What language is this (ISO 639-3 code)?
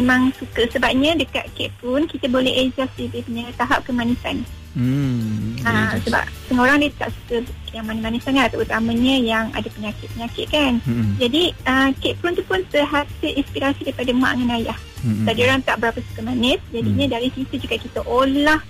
msa